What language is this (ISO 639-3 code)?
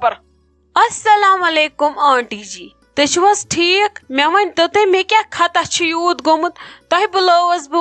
kas